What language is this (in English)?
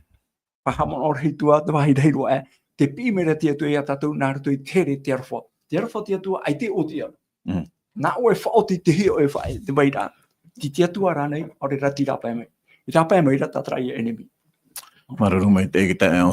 Tahitian